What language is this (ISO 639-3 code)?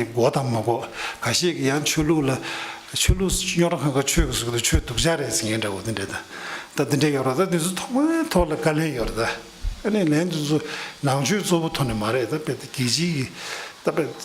bod